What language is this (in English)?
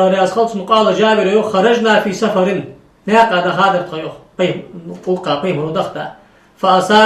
Ingush